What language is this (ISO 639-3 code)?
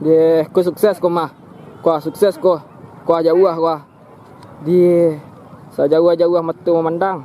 min